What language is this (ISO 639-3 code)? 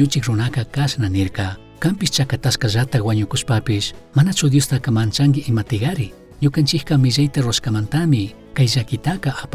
qug